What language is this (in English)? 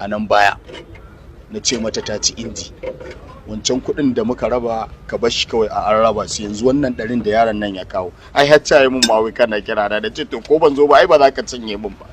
Hausa